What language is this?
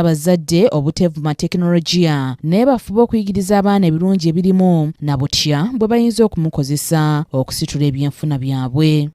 Ganda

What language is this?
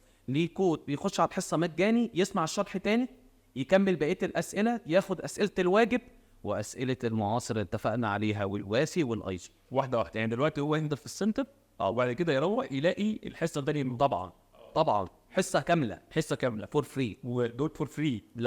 Egyptian Arabic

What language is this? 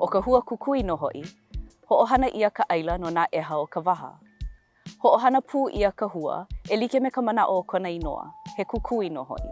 Hawaiian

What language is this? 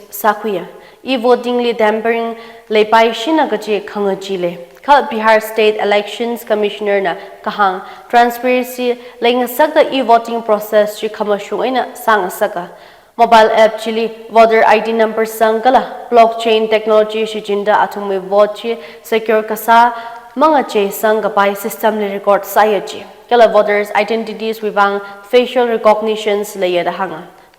Tangkhul Naga (India)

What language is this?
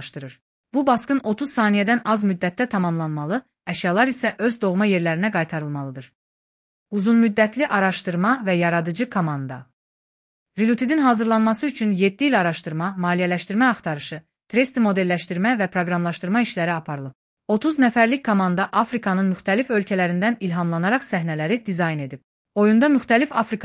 Azerbaijani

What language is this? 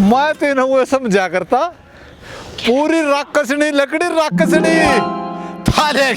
Haryanvi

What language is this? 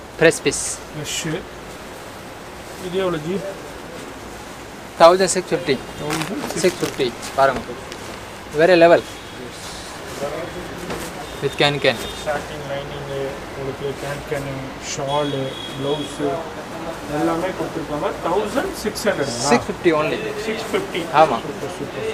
Tamil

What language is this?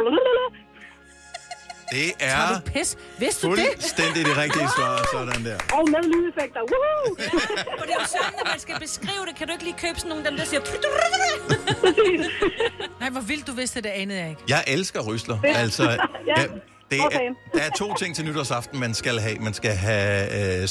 Danish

